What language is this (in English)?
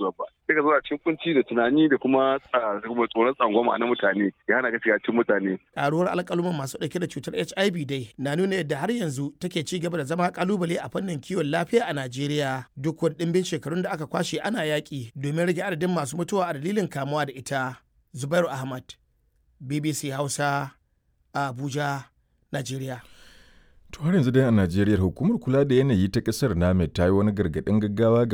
Hausa